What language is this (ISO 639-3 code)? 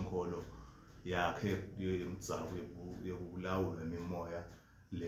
zul